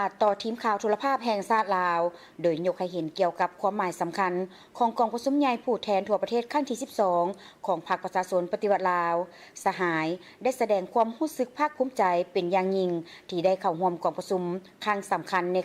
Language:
Lao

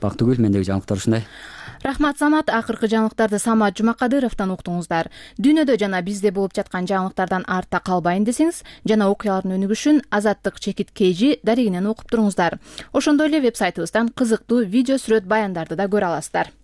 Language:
Kyrgyz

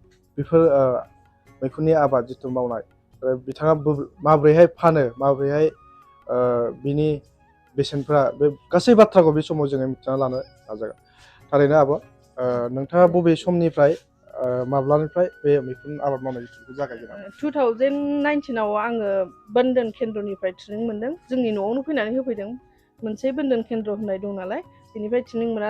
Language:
Bodo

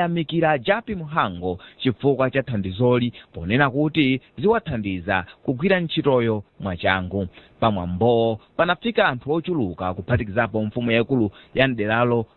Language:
Nyanja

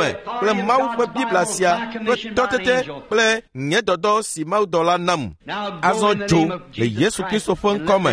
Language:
Ewe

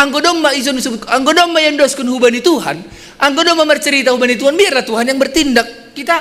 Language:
Batak Simalungun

